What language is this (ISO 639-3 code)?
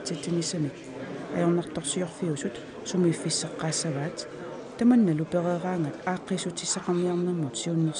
kal